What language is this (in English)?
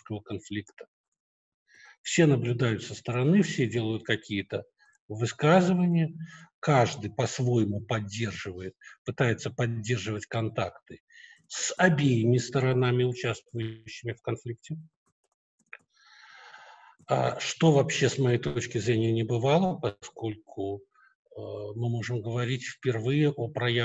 Russian